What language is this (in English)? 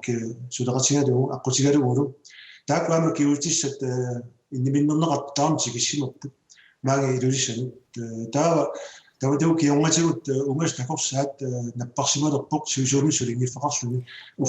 Kalaallisut